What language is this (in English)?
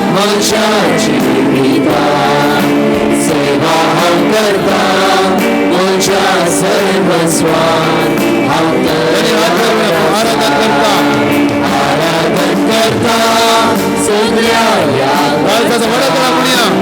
Konkani